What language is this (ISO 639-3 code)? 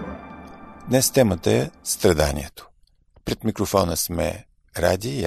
bul